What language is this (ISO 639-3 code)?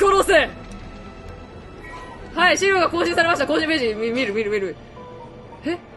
jpn